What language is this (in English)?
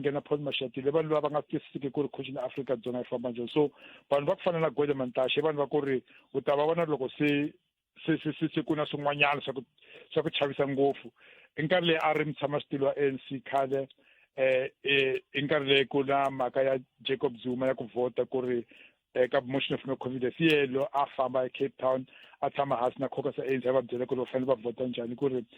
Tsonga